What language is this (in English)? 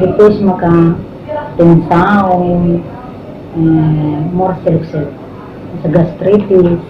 Tetum